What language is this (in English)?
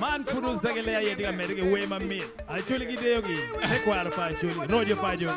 Acoli